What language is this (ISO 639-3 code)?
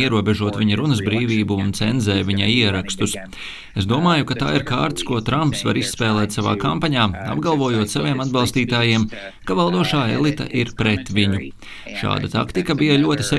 lav